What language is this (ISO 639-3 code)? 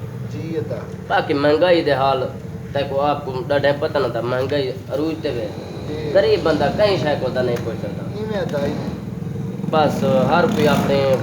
skr